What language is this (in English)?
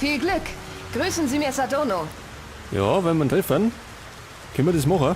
Bavarian